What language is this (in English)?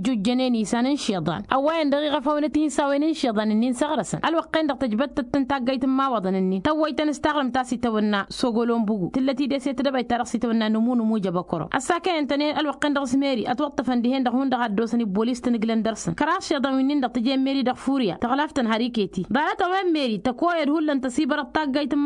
Tamasheq